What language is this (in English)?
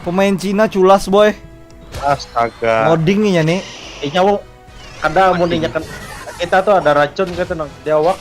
Banjar